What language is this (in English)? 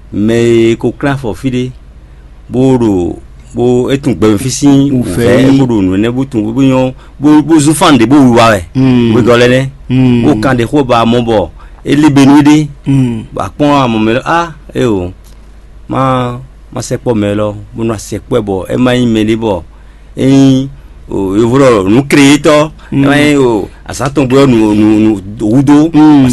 Fon